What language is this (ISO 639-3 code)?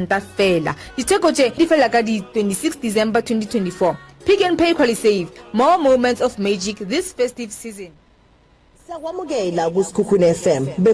nso